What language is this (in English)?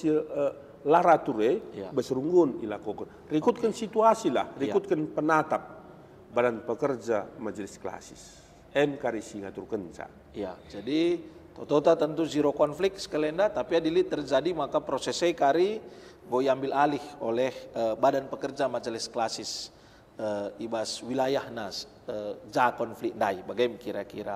Batak Karo